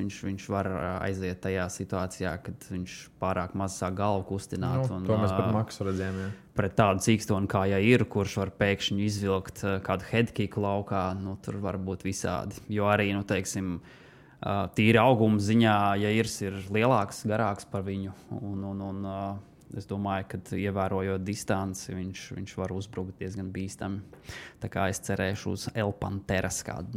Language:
Latvian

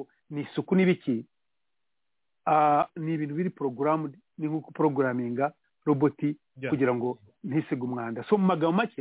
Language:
Kinyarwanda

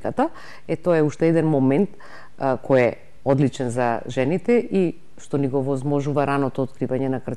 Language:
Macedonian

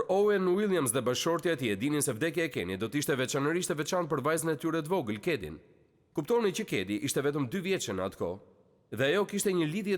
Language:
Albanian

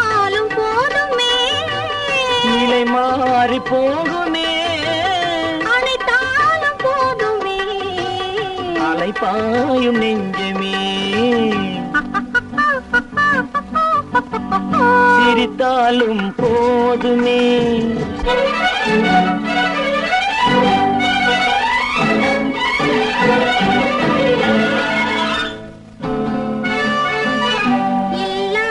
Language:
Tamil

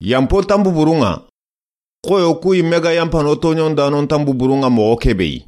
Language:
Soninke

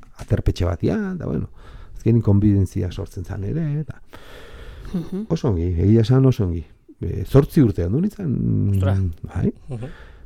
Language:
Basque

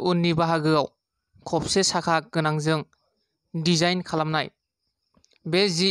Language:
Bodo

